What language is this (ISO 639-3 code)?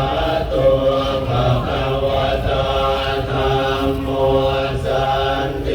pli